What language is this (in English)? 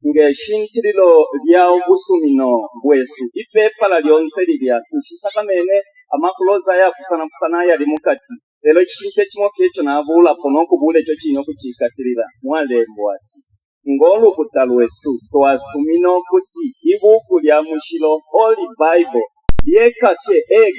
Bemba